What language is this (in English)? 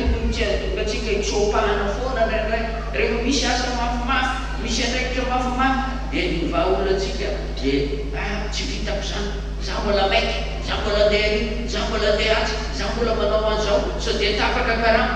Malagasy